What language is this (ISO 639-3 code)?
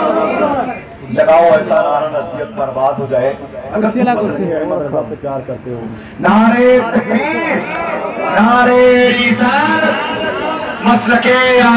urd